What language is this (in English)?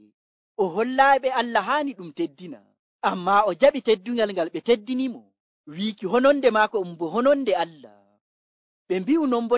Nigerian Fulfulde